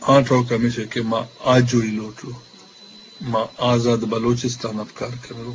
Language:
Eastern Balochi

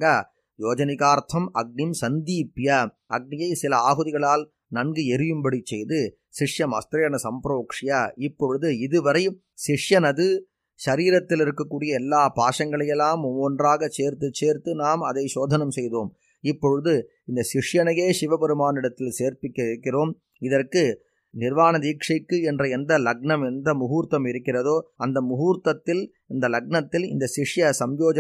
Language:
Tamil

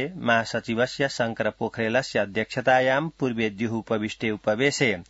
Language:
Sanskrit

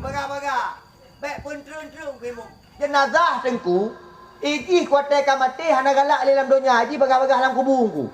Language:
Achinese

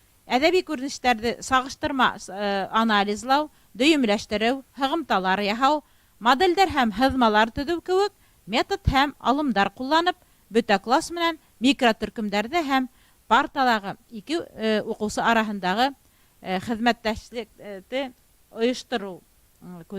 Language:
Bashkir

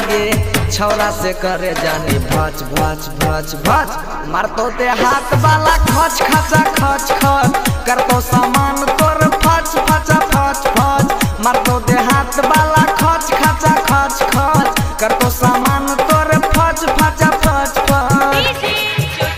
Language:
Bhojpuri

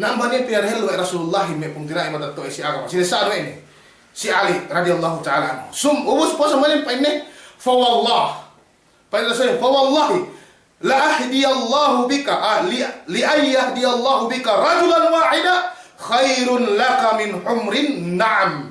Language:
Yakan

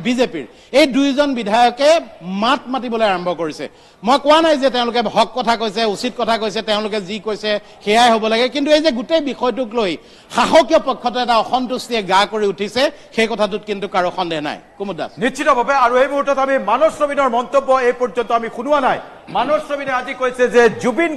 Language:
Assamese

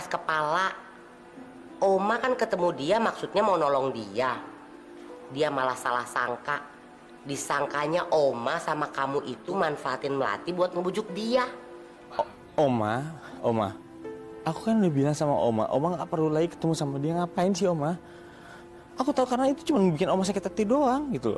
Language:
Indonesian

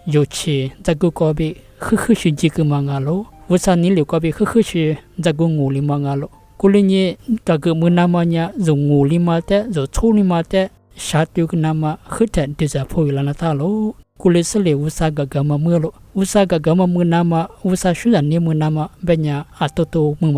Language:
Lisu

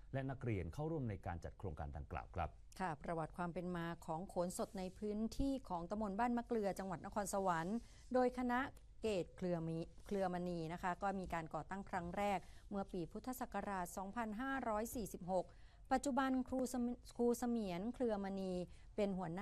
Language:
Thai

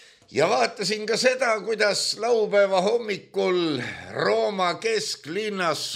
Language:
Estonian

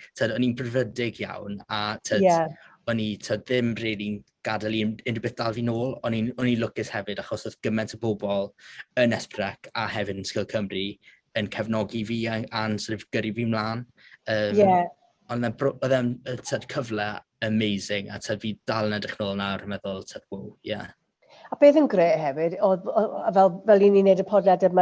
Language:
Welsh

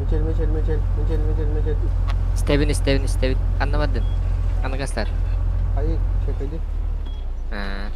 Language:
Yakut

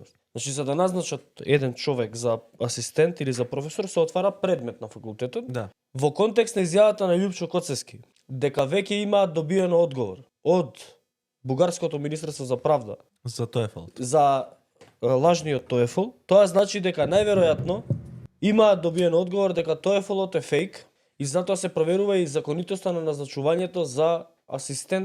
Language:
Macedonian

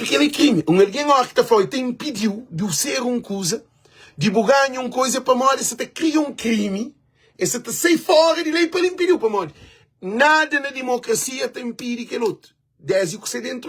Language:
Kabuverdianu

